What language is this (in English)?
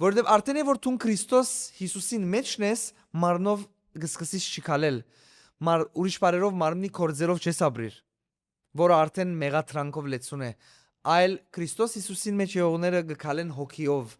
Western Armenian